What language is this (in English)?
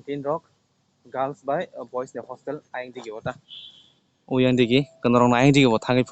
Kok Borok